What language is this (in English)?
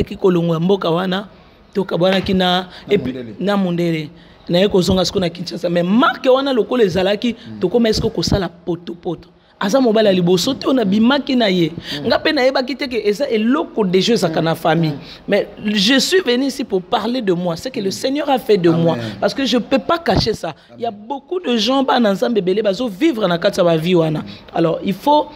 Lingala